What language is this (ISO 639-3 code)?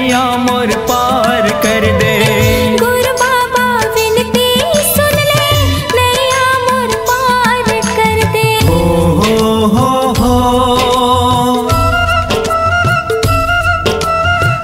hne